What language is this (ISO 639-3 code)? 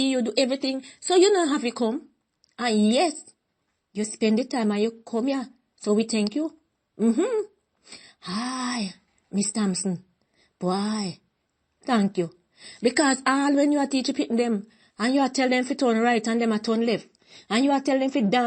jam